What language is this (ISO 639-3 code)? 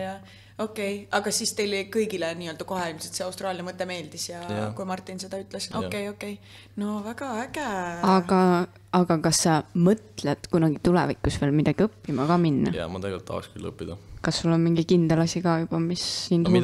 est